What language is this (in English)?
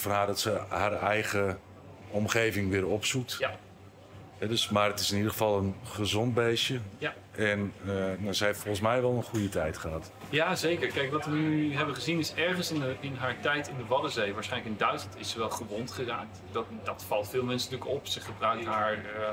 Dutch